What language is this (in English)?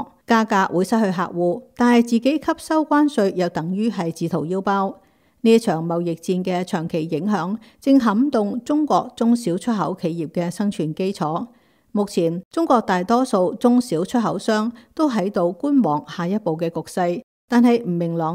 Cantonese